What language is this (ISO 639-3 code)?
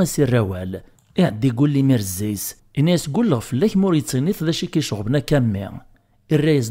kab